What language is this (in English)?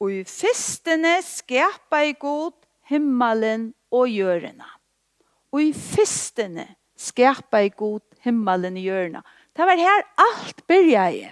Faroese